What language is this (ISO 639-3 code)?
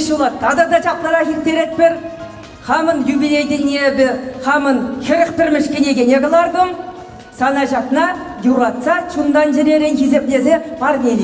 chv